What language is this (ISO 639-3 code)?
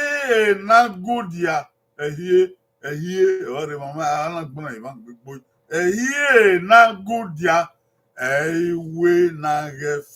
bin